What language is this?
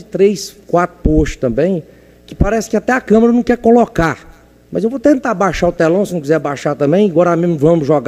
Portuguese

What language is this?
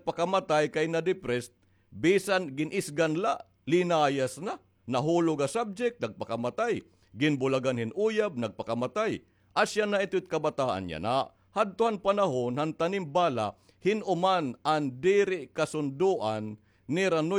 Waray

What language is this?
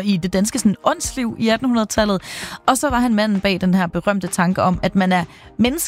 Danish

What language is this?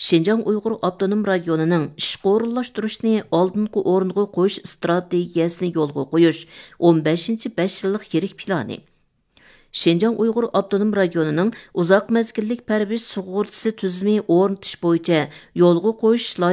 Uyghur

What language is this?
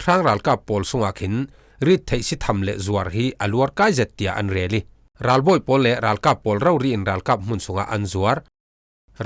Falam Chin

